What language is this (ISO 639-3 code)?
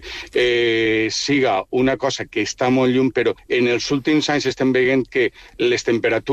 cat